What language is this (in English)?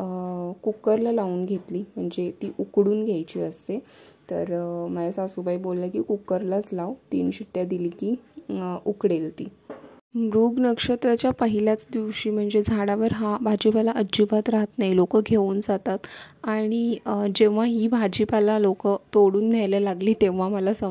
Marathi